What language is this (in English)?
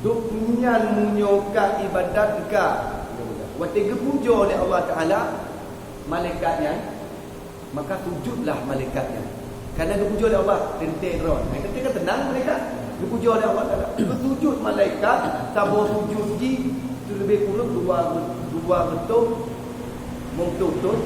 Achinese